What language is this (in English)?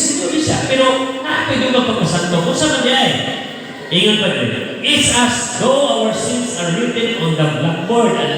Cebuano